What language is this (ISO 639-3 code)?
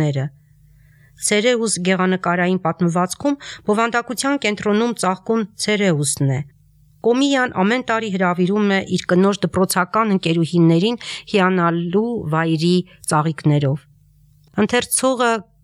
hye